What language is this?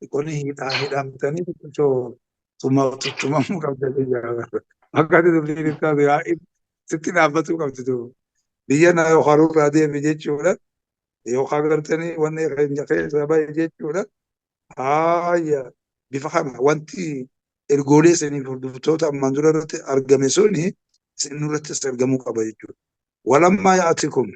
Oromo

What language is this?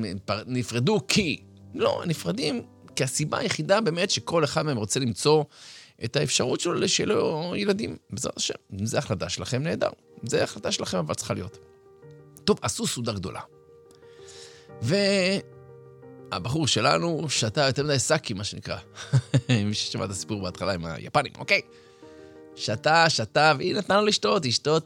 Hebrew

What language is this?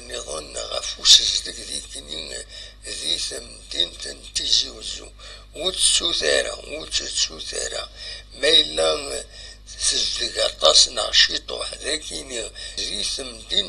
Kabyle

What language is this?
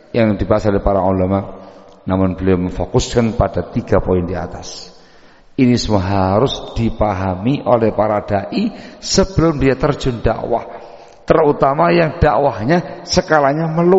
Indonesian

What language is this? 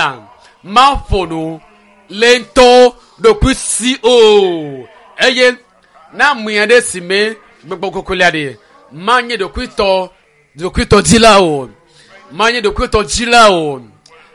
Ewe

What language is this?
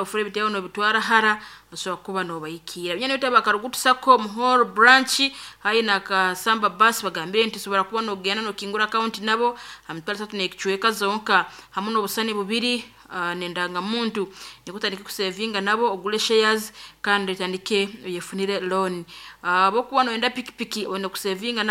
Nyankole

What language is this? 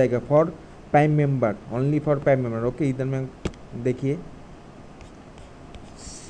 Hindi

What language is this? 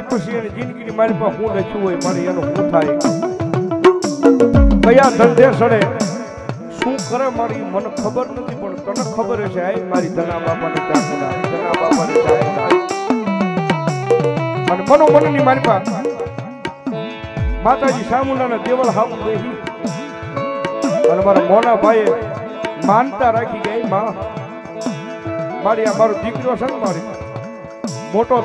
Gujarati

